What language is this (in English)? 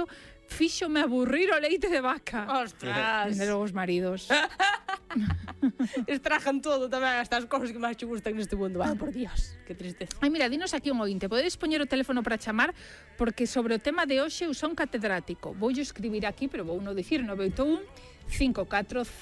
Galician